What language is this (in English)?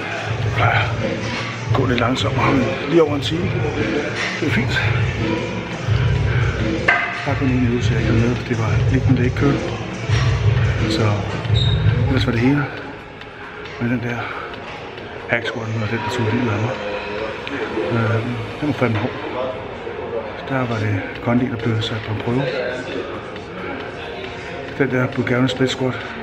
Danish